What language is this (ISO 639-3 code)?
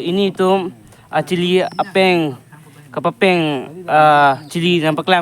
mjw